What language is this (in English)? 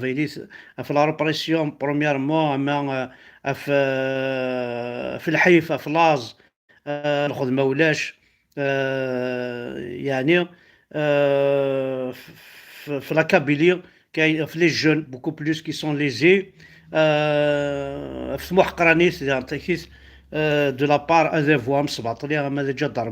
Kabyle